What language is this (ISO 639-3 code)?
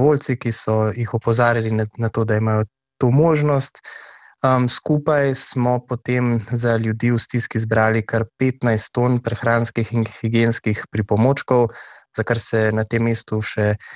slv